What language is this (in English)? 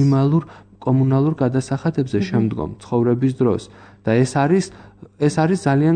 Georgian